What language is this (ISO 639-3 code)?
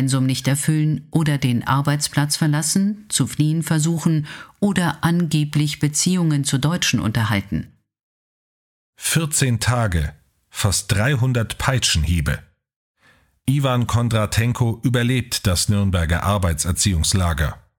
deu